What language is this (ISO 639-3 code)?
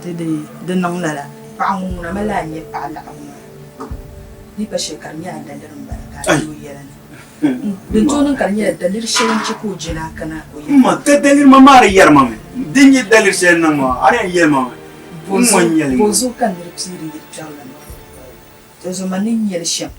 dag